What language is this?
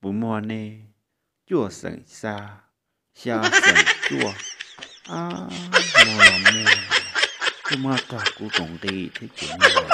Hmong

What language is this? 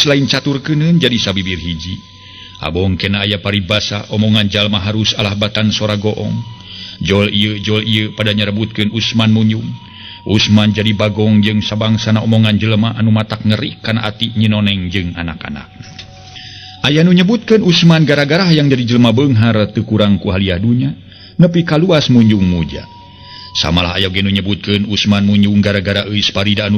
Sundanese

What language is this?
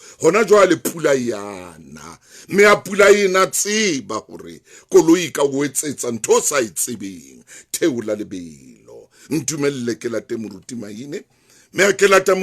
Southern Sotho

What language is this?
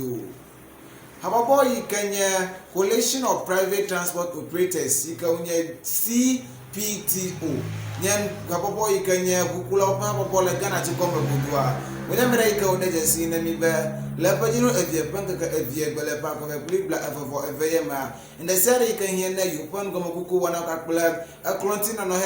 Ewe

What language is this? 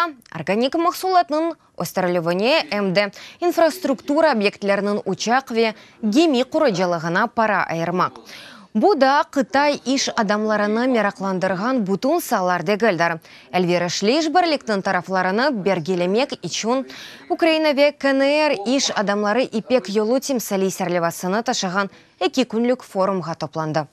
Crimean Tatar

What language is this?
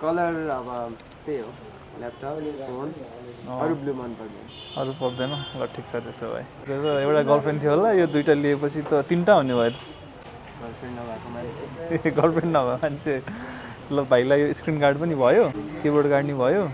Nepali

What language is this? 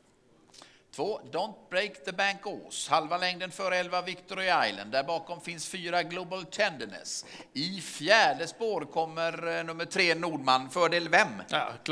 Swedish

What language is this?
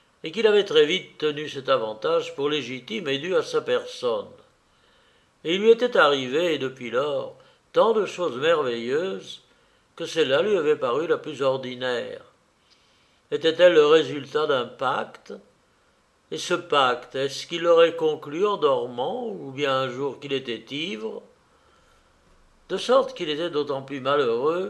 French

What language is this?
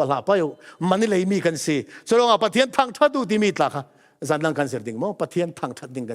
Falam Chin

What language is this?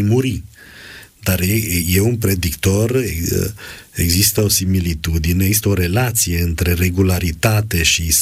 Romanian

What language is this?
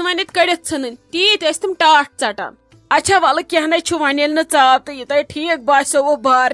Kashmiri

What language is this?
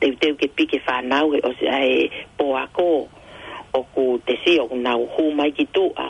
Tongan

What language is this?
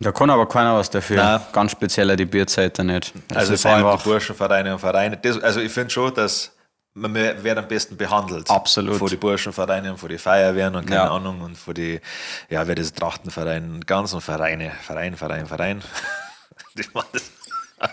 Bavarian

